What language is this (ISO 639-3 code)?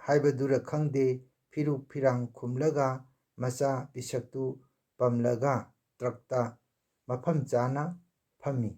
mni